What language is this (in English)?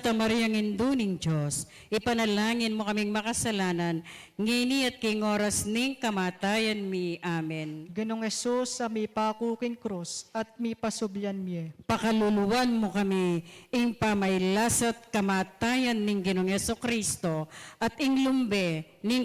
Pampanga